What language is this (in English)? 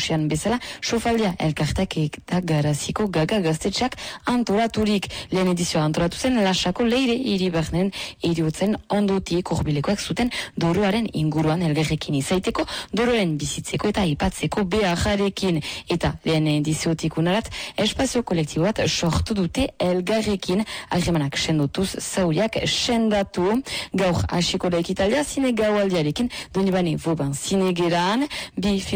Basque